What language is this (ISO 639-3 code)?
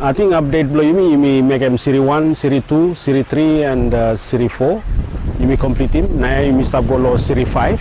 bis